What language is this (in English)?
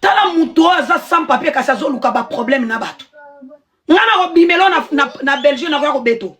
Lingala